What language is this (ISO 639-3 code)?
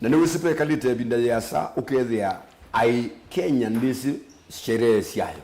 kam